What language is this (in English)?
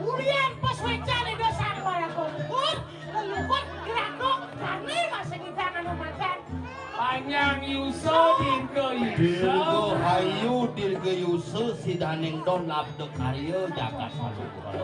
Balinese